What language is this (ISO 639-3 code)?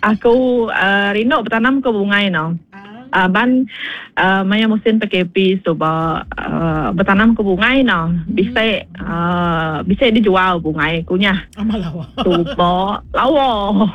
iba